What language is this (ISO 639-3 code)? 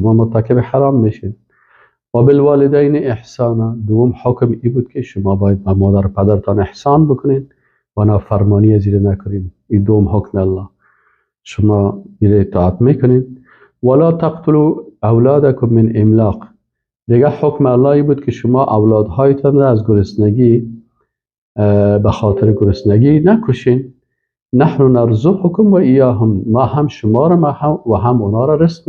fas